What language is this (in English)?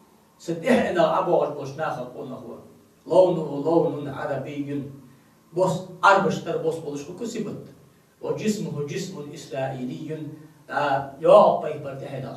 Ingush